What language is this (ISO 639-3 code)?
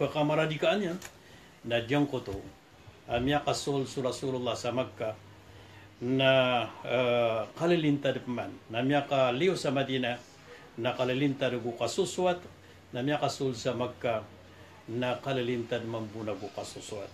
mrw